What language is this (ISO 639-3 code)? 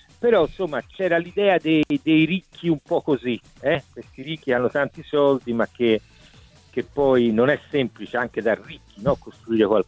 ita